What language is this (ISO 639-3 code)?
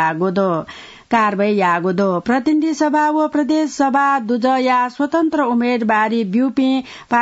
new